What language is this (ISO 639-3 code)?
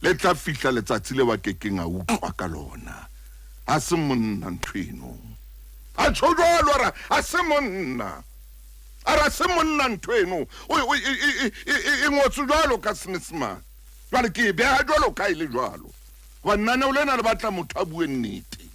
sot